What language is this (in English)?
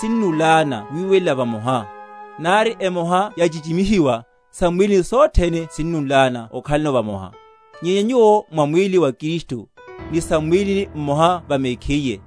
Makhuwa